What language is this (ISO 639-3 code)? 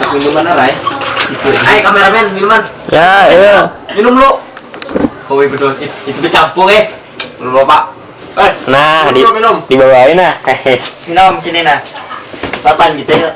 bjn